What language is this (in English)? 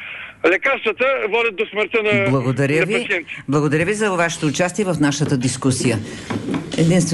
Bulgarian